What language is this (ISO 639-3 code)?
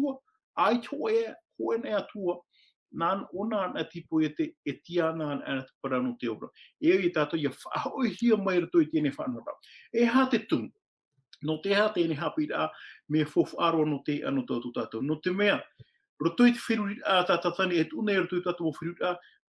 tah